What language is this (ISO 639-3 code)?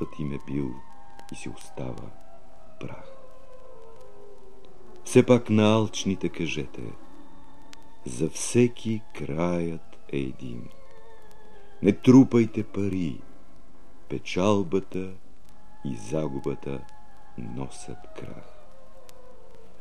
bul